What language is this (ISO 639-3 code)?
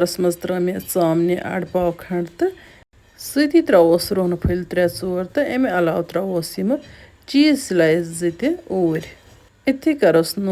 kas